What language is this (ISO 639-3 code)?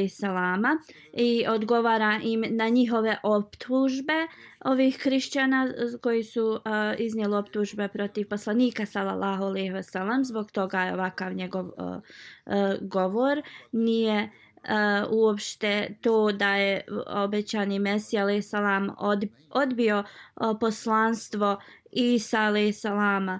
bos